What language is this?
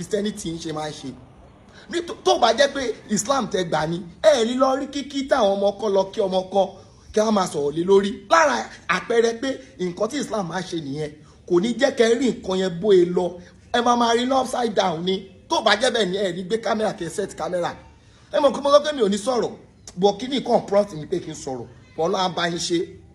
Yoruba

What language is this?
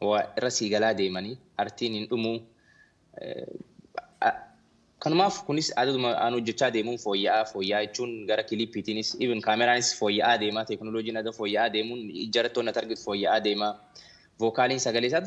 Oromo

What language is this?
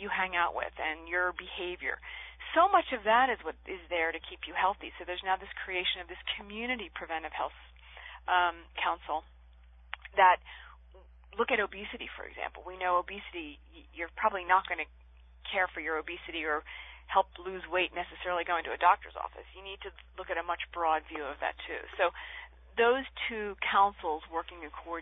English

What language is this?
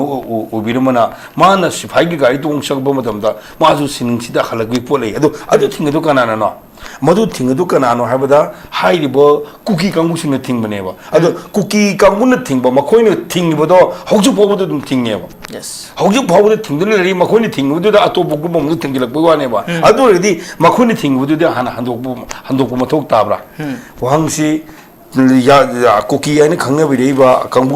Manipuri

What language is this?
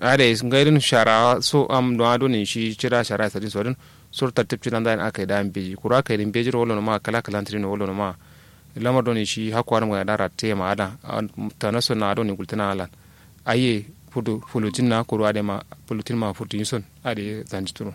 Kanuri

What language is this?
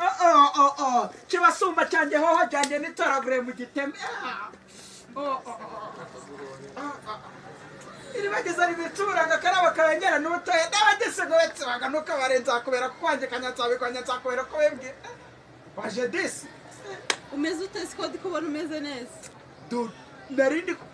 Kinyarwanda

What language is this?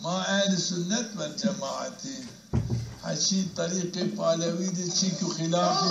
Zaza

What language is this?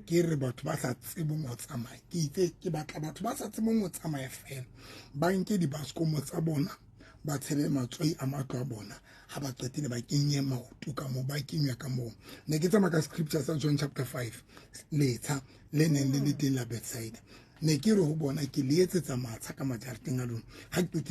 Southern Sotho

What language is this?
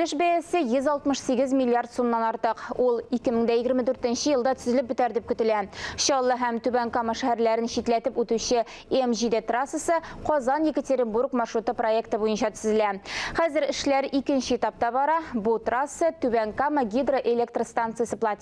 Tatar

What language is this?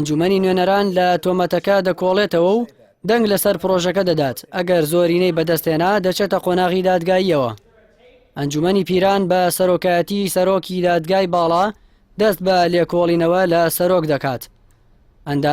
Central Kurdish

